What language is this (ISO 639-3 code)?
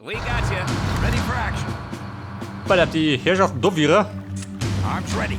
bar